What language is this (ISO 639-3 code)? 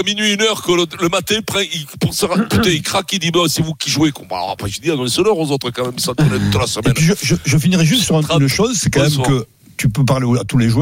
fra